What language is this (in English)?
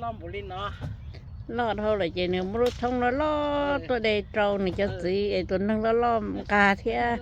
Hmong